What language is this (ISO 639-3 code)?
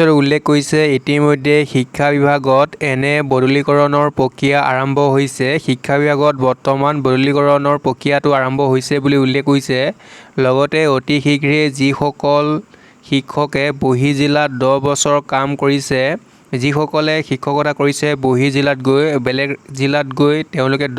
asm